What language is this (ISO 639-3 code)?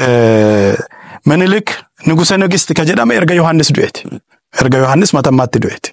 orm